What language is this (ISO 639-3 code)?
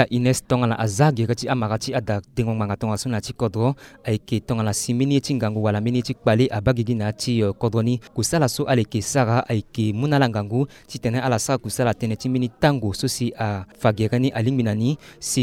sag